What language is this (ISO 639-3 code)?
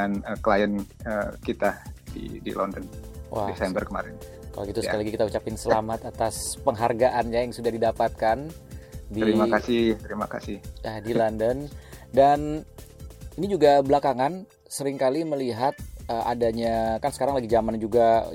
ind